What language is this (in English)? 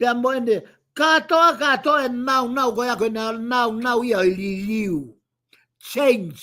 Tongan